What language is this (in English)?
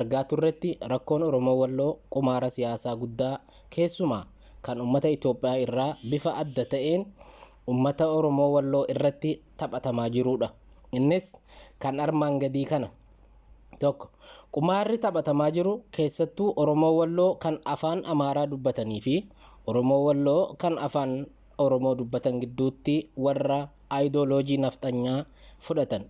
Oromo